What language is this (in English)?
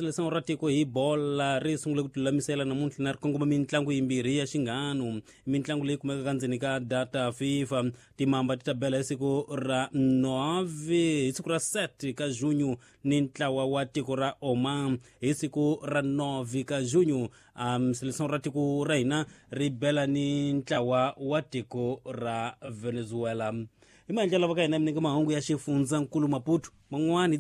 Tsonga